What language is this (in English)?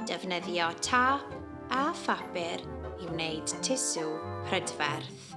Welsh